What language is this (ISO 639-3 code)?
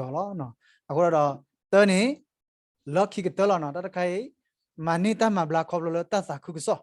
ksw